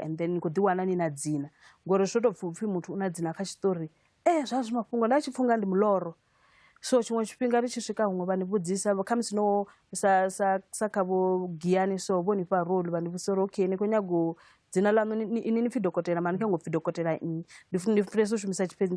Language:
Venda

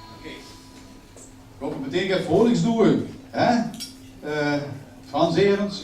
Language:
Limburgish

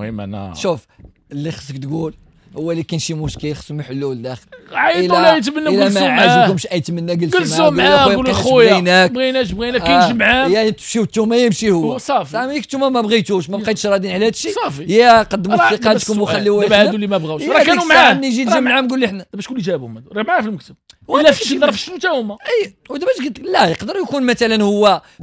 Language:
Moroccan Arabic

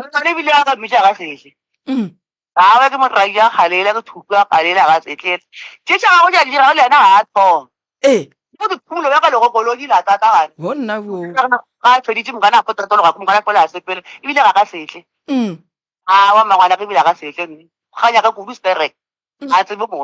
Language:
Northern Sotho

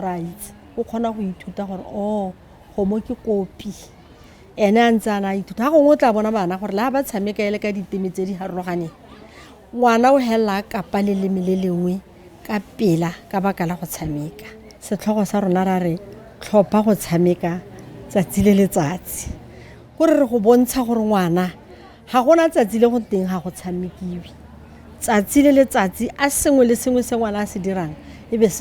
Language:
Tswana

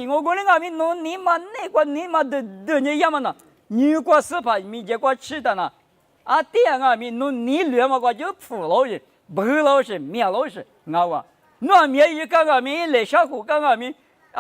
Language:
Lisu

